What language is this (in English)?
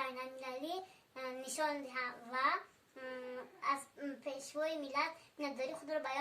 Tajik